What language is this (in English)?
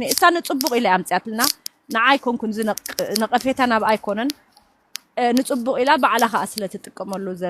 Tigrinya